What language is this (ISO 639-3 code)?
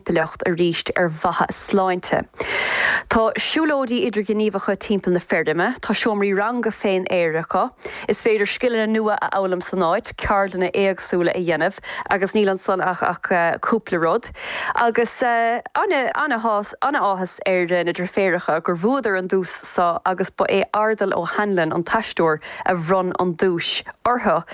gle